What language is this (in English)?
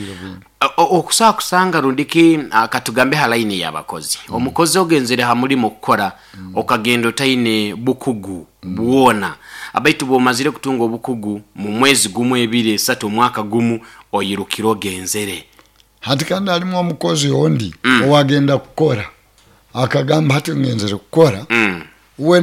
Nyoro